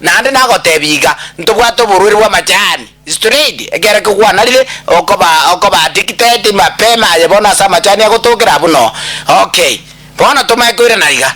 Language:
Gusii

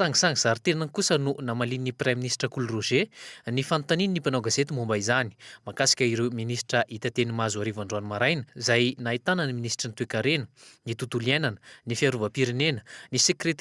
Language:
Malagasy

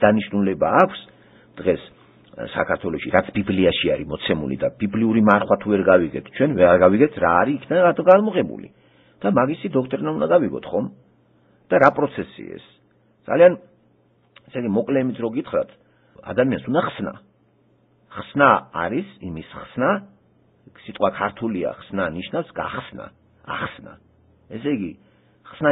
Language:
Georgian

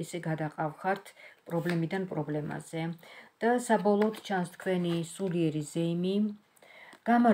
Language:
Georgian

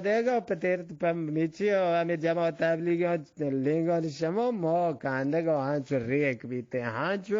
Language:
Eastern Balochi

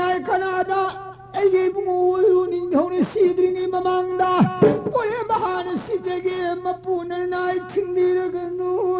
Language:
Manipuri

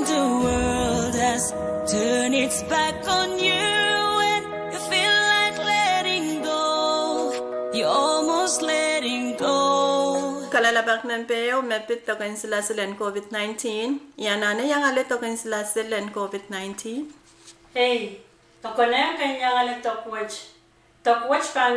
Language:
Pohnpeian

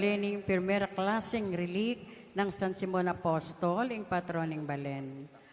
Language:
Pampanga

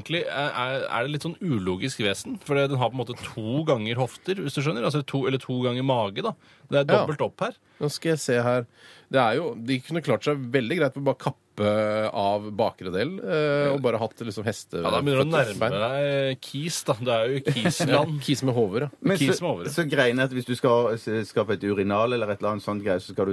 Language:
Norwegian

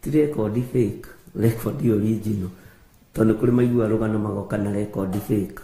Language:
Kikuyu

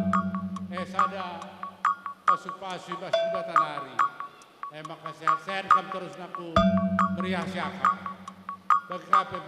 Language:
Batak Karo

